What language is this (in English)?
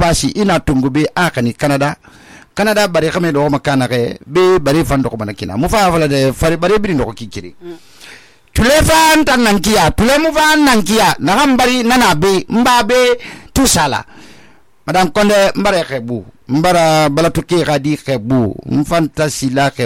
Susu